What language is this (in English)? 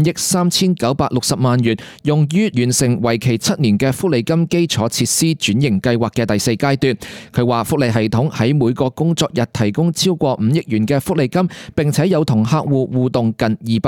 Cantonese